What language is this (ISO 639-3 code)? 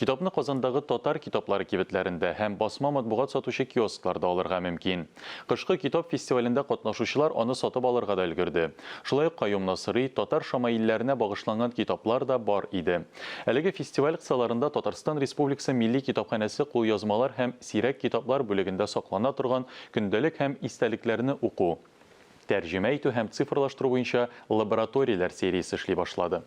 tat